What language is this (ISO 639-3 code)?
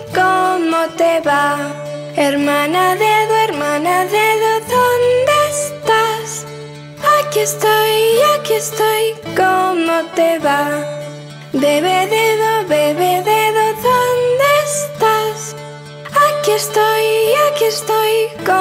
spa